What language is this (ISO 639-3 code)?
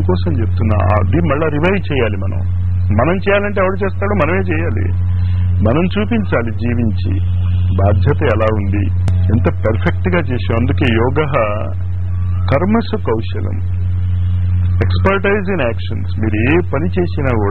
tel